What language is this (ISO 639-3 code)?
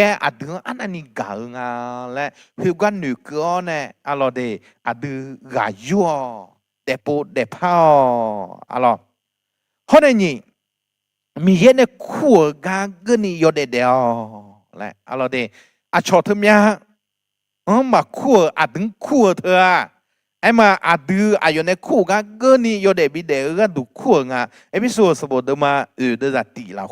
ahk